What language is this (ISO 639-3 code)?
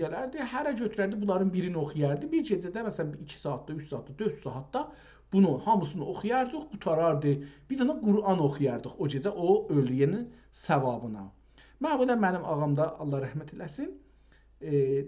azb